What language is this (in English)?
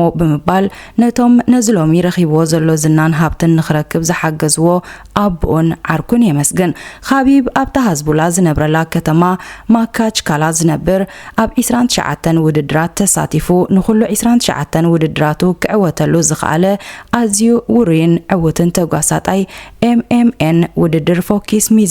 Tigrinya